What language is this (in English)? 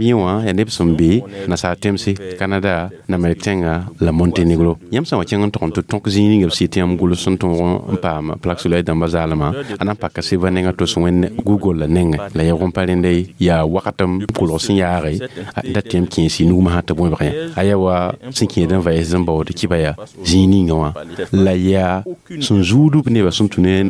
Mossi